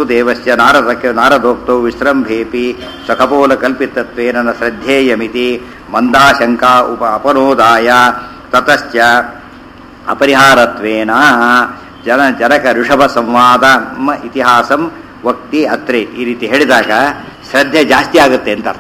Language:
Kannada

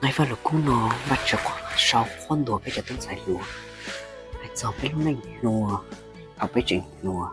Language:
Hmong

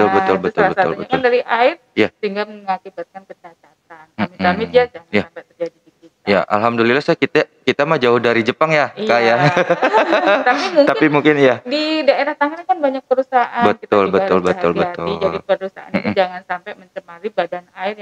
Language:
Indonesian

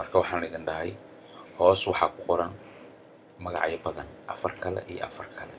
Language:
Somali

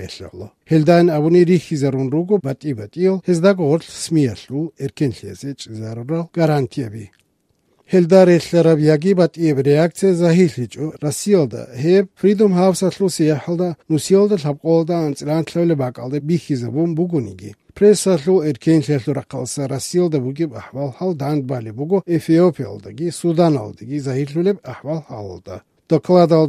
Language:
Avaric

